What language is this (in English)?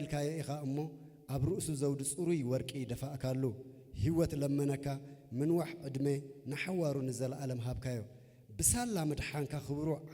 Tigrinya